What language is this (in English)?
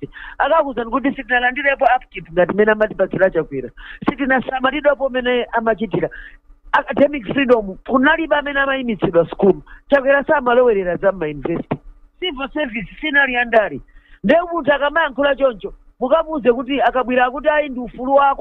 Nyanja